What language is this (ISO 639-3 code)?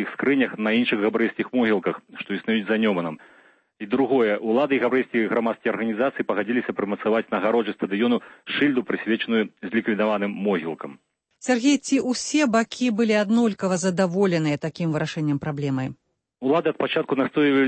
bel